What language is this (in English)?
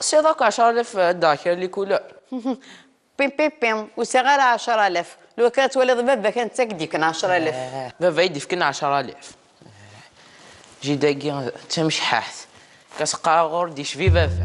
Kabyle